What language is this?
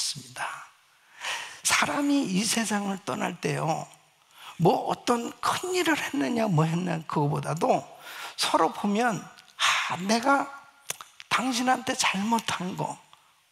Korean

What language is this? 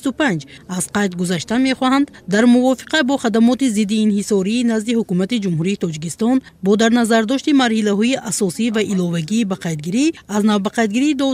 Tajik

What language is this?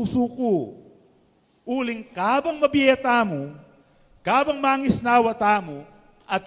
Pampanga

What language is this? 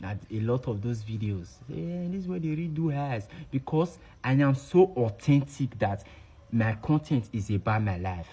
Nigerian Pidgin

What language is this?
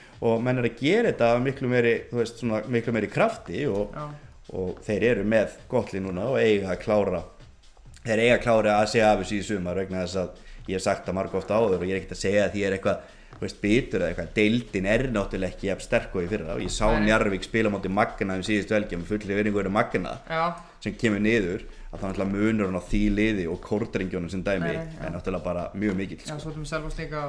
Icelandic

